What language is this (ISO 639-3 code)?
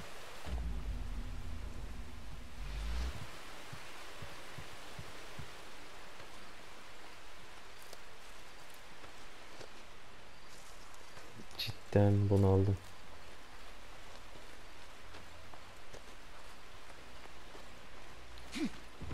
tur